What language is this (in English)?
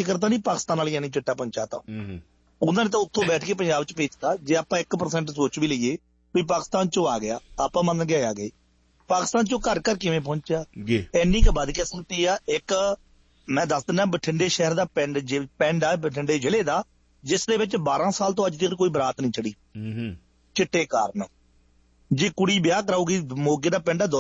Punjabi